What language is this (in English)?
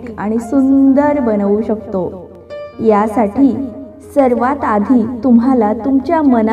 Marathi